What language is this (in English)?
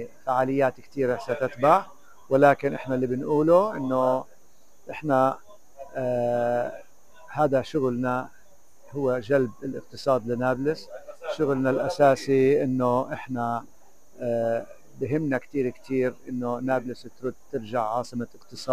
North Levantine Arabic